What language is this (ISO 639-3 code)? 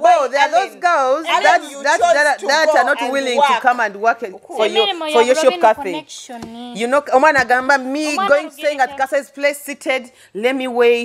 nyo